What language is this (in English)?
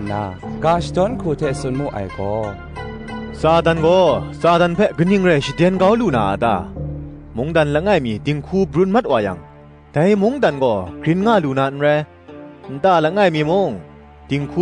Kachin